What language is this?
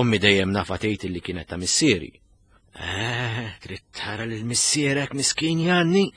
Maltese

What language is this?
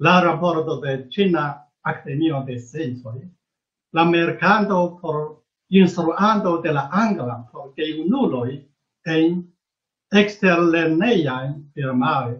Esperanto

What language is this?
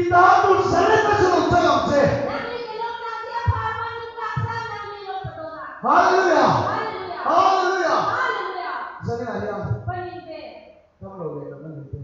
Karbi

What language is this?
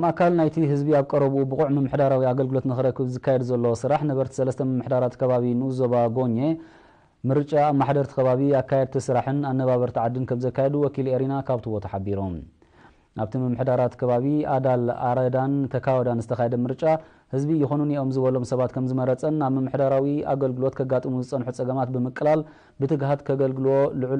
Tigrinya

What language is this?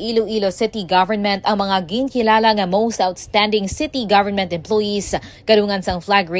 Hiligaynon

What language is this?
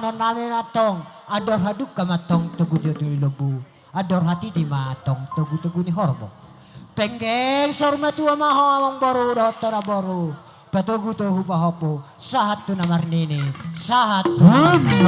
Batak Toba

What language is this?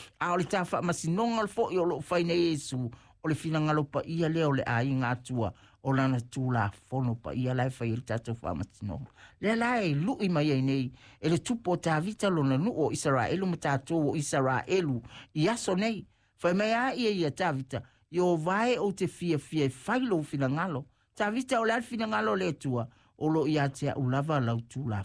Samoan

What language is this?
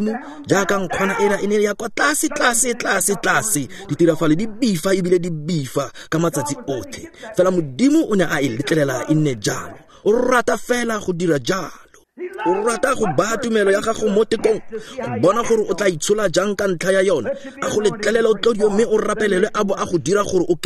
Tswana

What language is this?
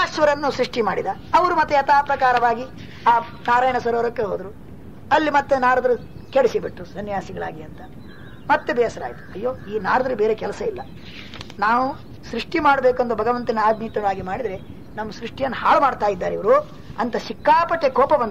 Kannada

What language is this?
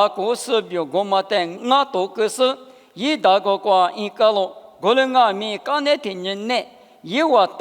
Lisu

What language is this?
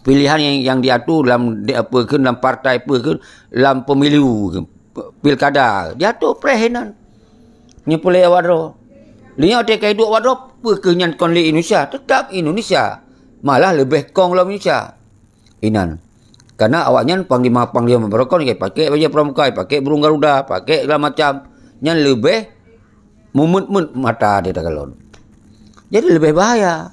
Achinese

